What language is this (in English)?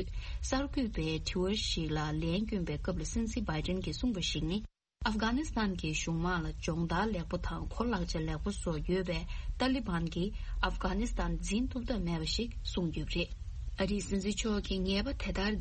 Tibetan